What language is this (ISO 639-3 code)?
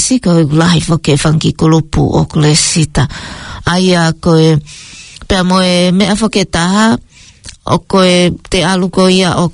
ton